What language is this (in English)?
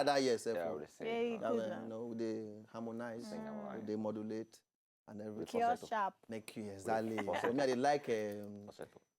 Nigerian Pidgin